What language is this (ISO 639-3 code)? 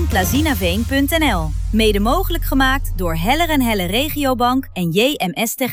nld